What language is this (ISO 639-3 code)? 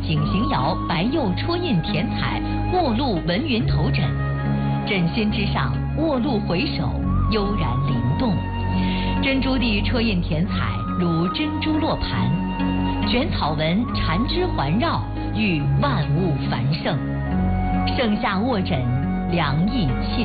zho